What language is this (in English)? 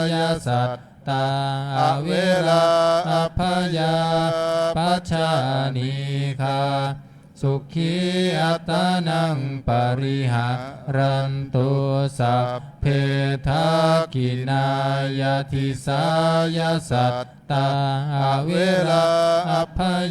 Pali